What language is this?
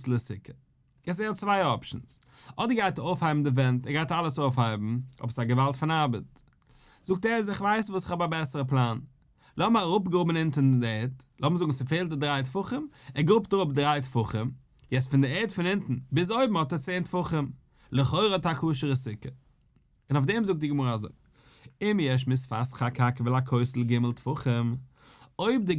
Yiddish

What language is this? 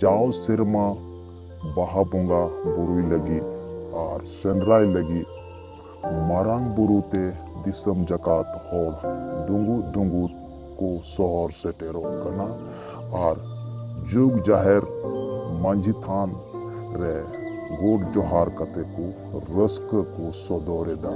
Santali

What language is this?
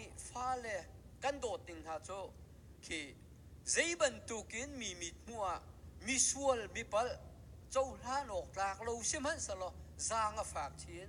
Hakha Chin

